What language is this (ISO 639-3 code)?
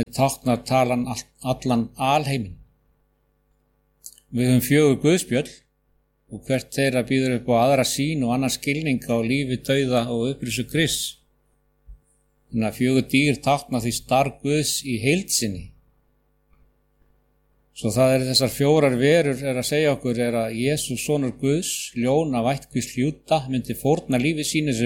isl